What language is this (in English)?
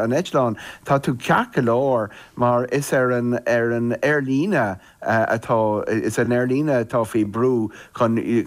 Irish